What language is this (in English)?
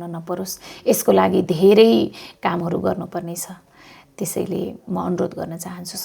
Nepali